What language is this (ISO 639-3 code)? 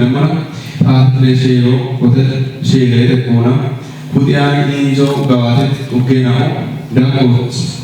kbr